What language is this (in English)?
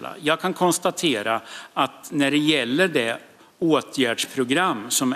Swedish